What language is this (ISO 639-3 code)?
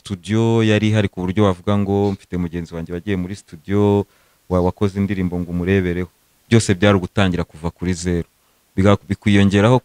kin